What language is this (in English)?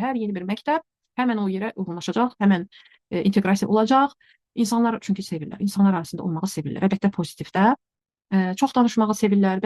Azerbaijani